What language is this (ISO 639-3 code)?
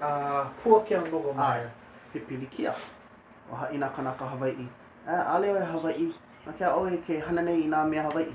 haw